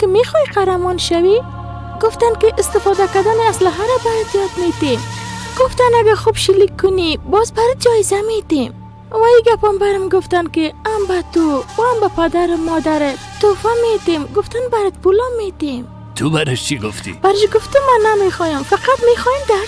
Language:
Persian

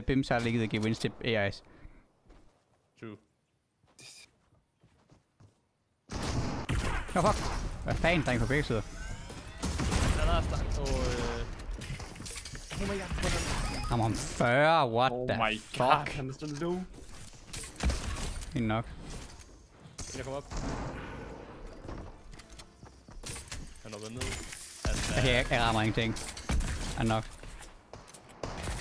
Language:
Danish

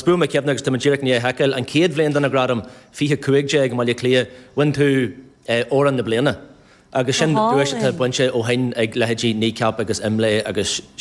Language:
Irish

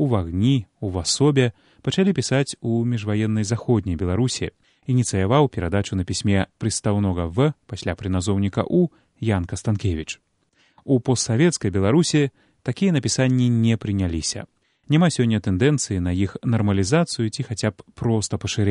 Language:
Belarusian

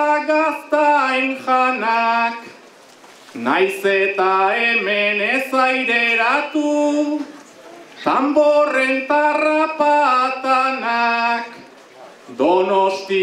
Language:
Basque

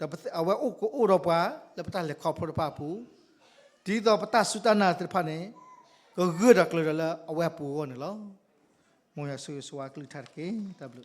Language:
S'gaw Karen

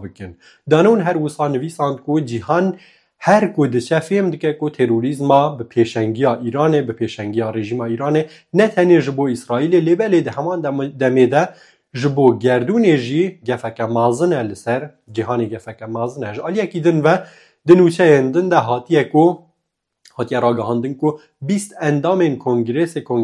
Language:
Kurdish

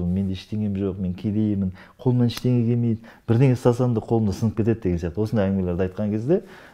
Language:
Kazakh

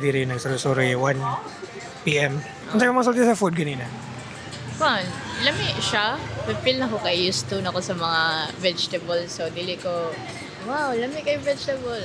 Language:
Cebuano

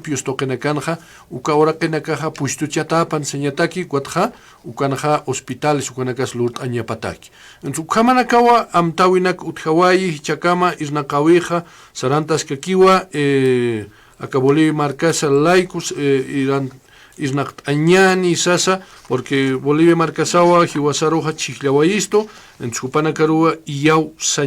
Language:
Aymara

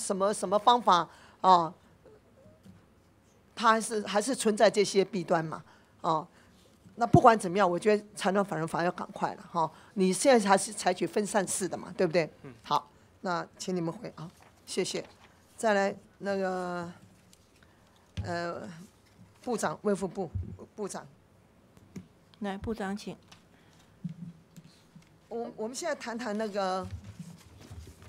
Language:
Chinese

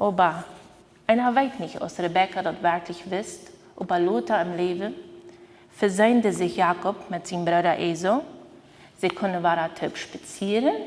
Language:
Plautdietsch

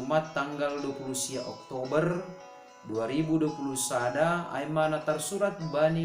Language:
Batak Simalungun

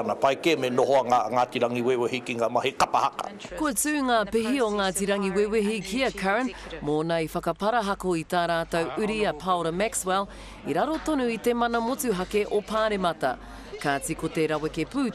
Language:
Māori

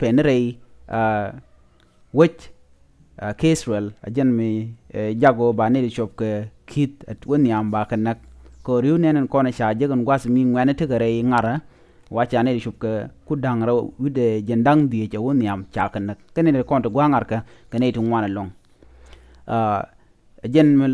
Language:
Nuer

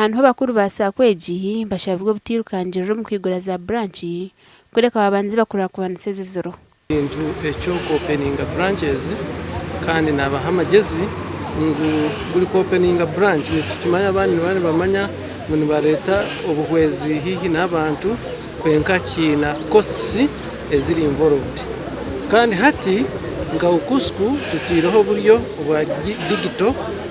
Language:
Nyankole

